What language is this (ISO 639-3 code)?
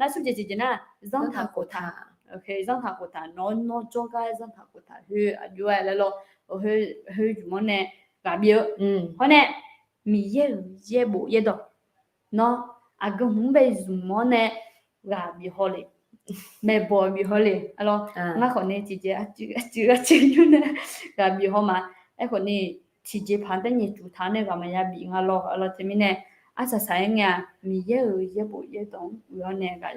ahk